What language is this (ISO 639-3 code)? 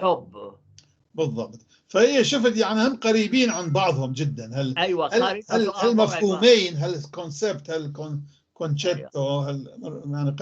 apc